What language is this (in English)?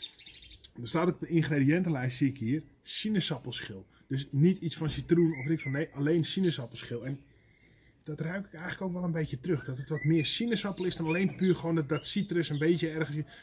Dutch